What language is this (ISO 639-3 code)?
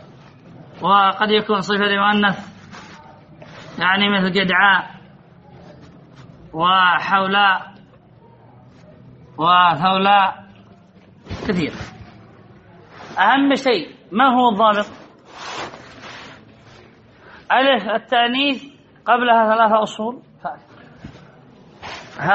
ara